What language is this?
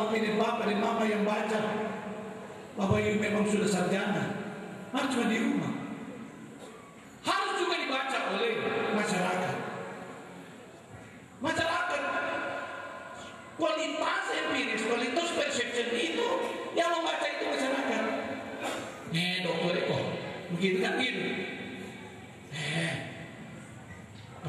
Indonesian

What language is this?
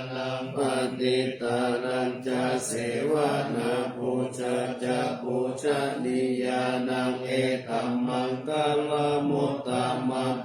Pali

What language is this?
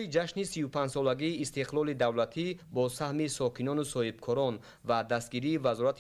Tajik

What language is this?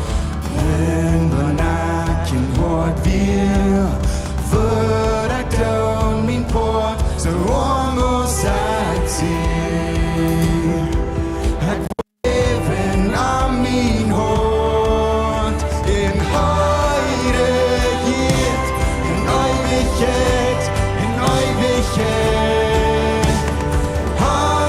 Plautdietsch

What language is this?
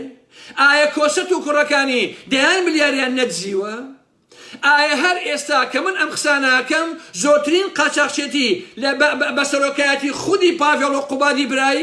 Central Kurdish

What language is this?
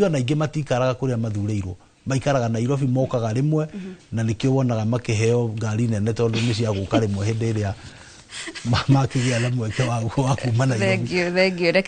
Kikuyu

